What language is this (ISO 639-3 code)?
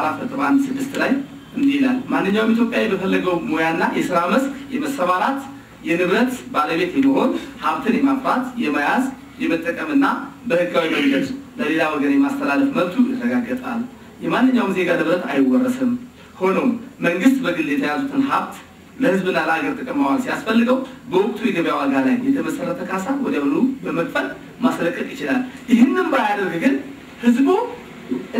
amh